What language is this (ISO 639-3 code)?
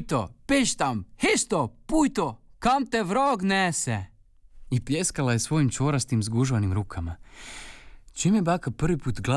hrv